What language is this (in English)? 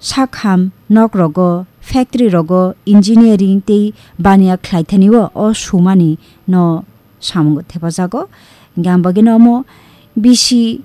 Kok Borok